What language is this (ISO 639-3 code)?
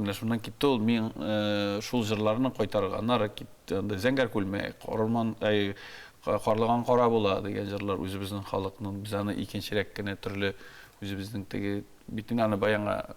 tat